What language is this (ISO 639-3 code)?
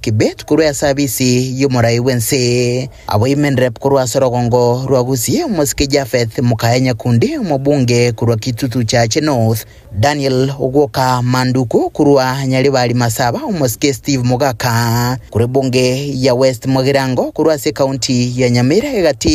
guz